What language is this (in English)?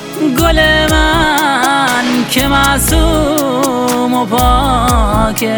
Persian